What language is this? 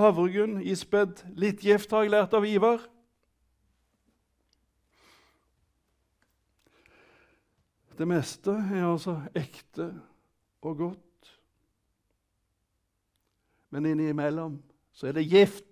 Norwegian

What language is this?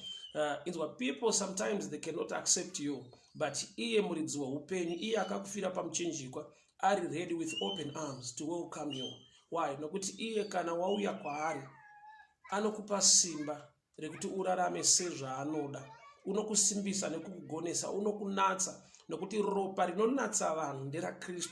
Shona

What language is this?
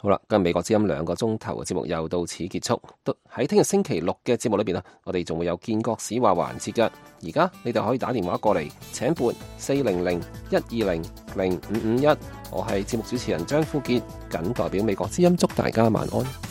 Cantonese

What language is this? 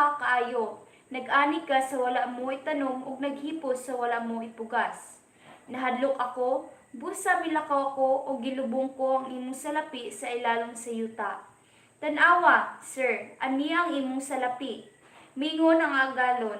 Cebuano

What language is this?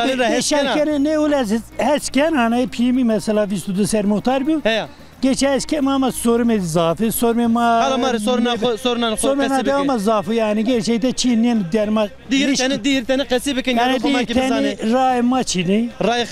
Zaza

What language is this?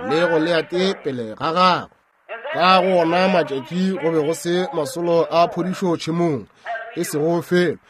Northern Sotho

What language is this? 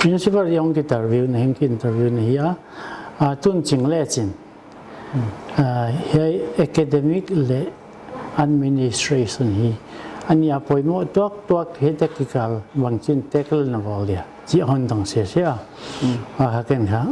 Paite Chin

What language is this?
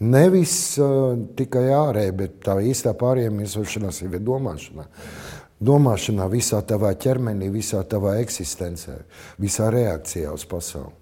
Latvian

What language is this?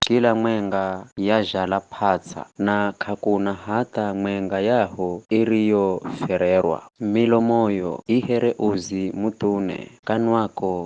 Giryama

